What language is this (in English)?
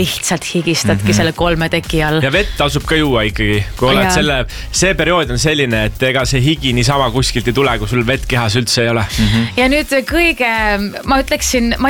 Estonian